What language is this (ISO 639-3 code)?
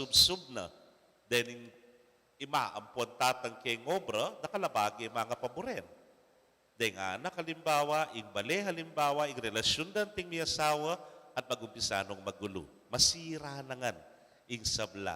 pam